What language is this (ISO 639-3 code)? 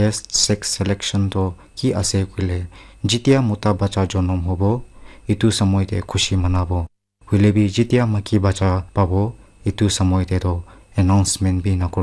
nag